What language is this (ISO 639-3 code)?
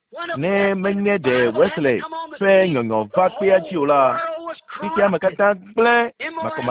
ewe